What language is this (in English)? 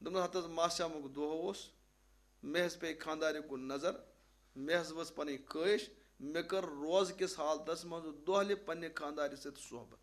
Kashmiri